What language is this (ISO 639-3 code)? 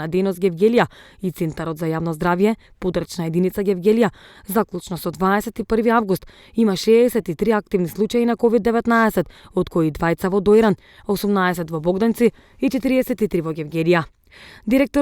mkd